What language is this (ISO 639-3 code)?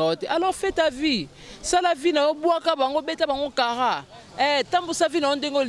lin